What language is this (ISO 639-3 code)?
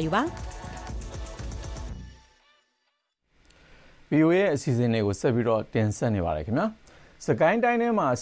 mya